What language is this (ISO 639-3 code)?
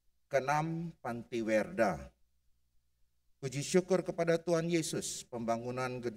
ind